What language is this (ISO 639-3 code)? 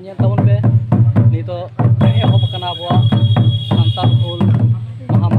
sat